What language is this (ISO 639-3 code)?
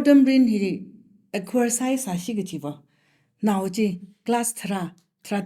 nmf